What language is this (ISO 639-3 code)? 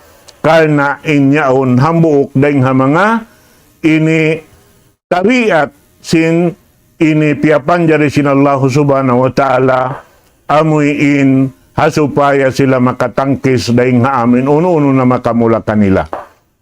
tsg